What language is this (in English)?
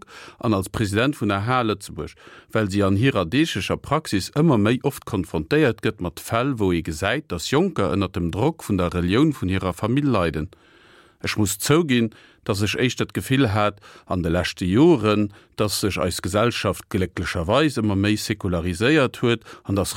Luxembourgish